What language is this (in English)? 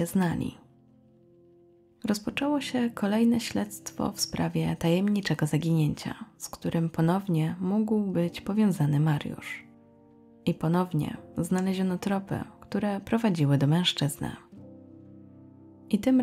Polish